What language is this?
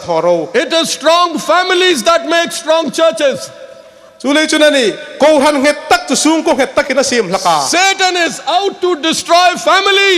Hmar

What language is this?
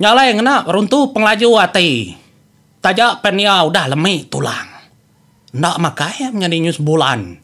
Iban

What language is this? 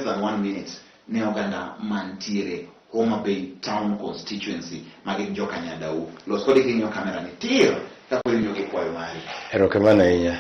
Luo (Kenya and Tanzania)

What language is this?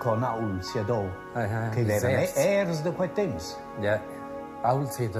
Romansh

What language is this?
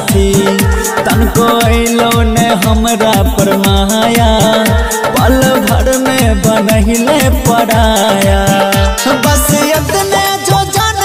Bhojpuri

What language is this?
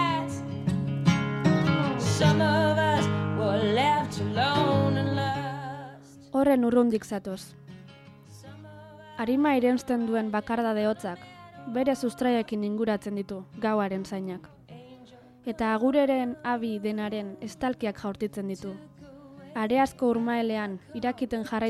Basque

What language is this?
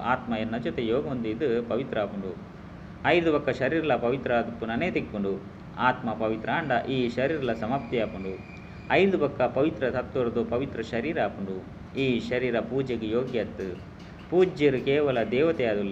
Tulu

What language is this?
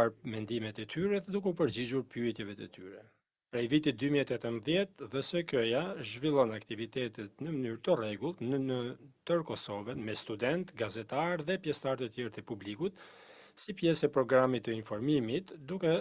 Albanian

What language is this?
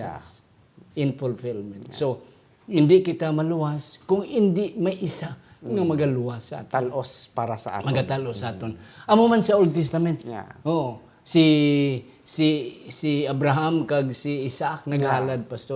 Hiligaynon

